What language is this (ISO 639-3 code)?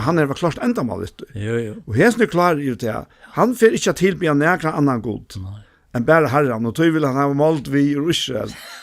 fao